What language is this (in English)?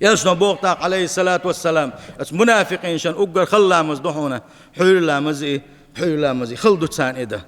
Chechen